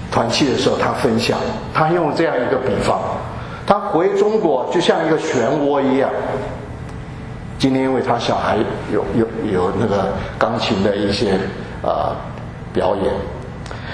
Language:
Chinese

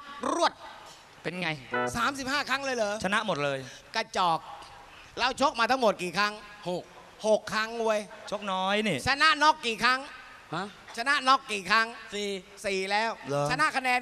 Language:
Thai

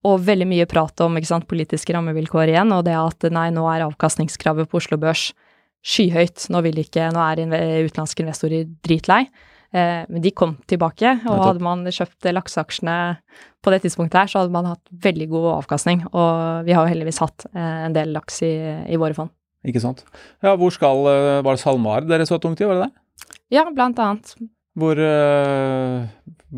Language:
Norwegian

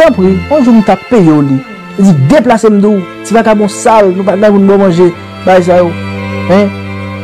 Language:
Haitian Creole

